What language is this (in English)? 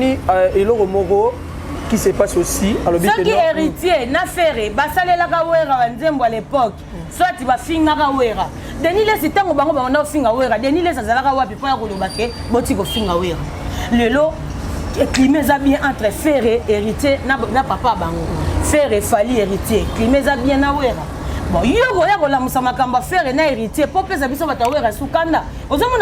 Lingala